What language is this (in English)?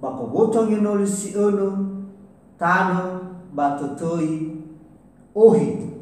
Nias